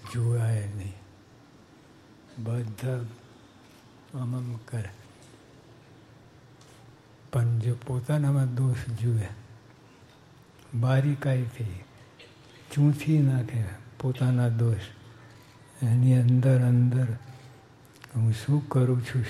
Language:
Gujarati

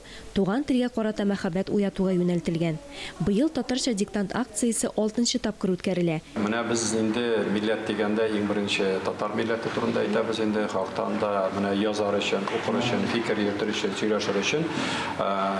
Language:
Tatar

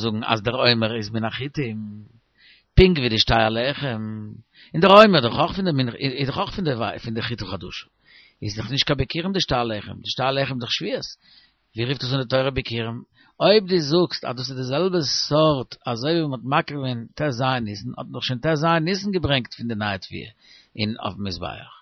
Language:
Yiddish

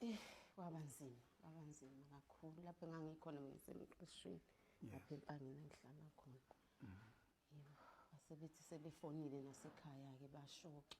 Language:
Zulu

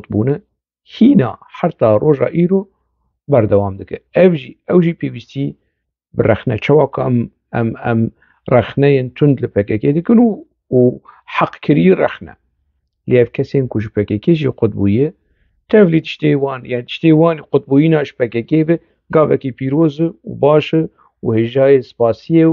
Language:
Kurdish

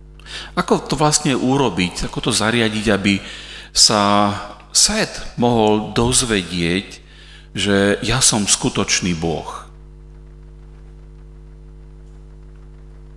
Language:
Slovak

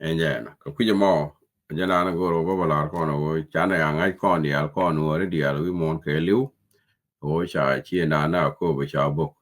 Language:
Nuer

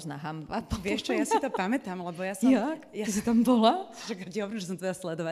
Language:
Slovak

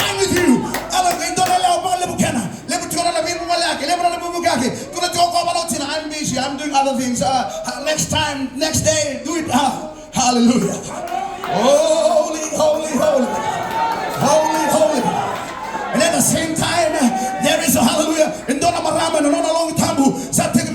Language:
Fijian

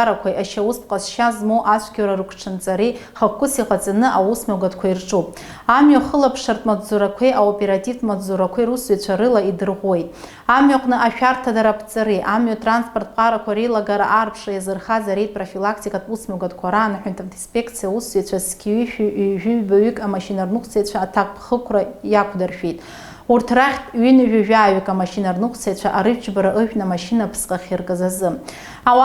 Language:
Abkhazian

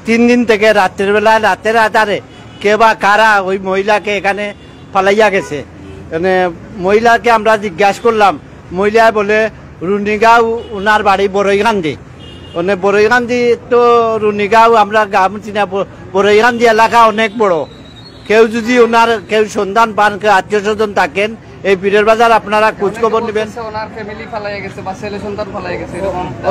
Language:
Sylheti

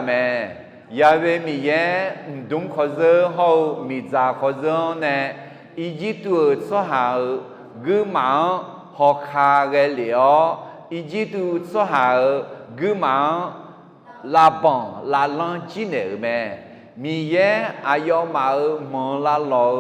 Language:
Akha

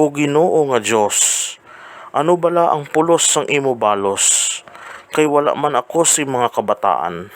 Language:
Hiligaynon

